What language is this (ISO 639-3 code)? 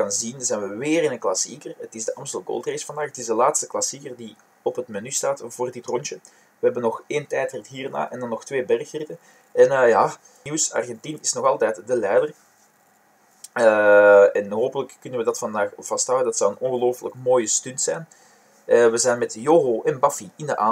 nld